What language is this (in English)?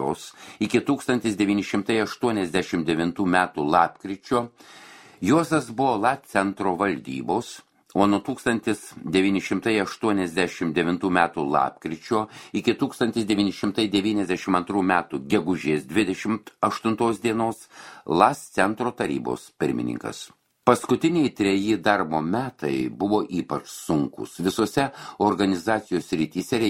Lithuanian